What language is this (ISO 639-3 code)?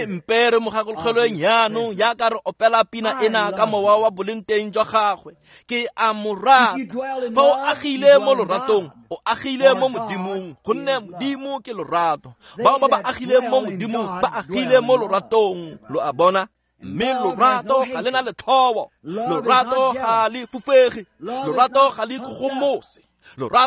tsn